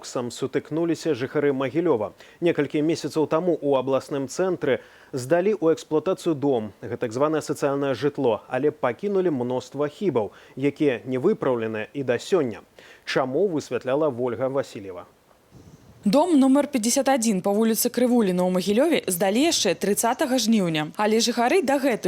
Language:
Belarusian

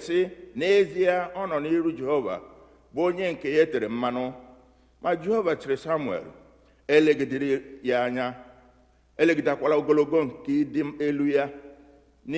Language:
Igbo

